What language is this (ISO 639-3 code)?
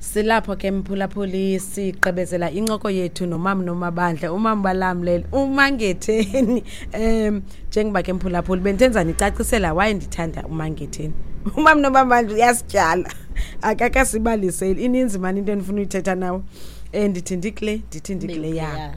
xho